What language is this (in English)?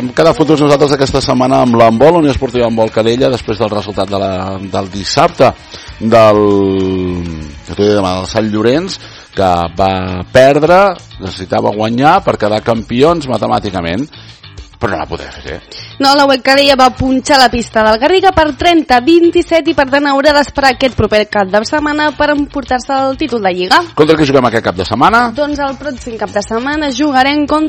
Catalan